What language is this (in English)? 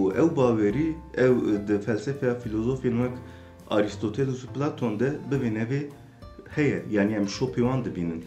Kurdish